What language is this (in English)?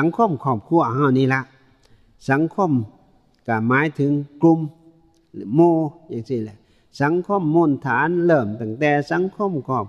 Northeastern Thai